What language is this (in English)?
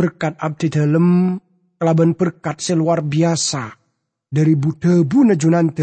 Madurese